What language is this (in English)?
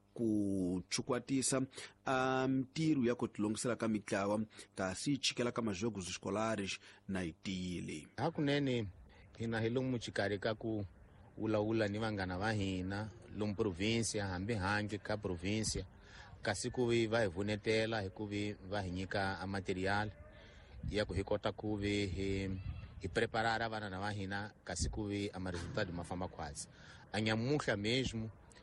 Tsonga